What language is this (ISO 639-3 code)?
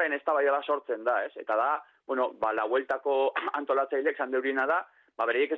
eus